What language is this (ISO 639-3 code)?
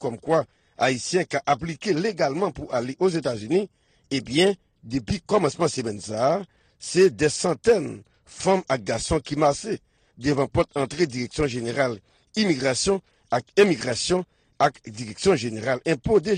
hat